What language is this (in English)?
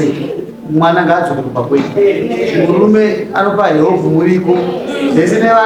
Shona